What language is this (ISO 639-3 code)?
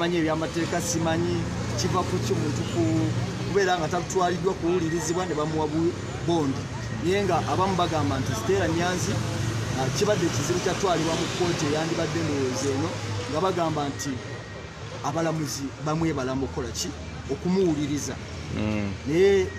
lug